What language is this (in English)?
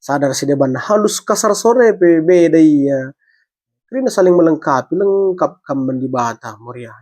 Batak Karo